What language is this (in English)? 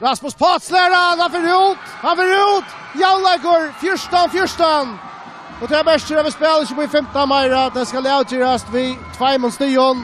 Faroese